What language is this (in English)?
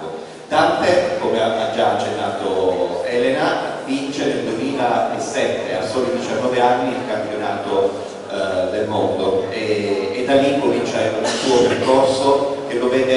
Italian